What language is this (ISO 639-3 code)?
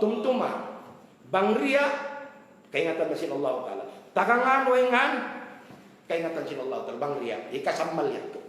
tsg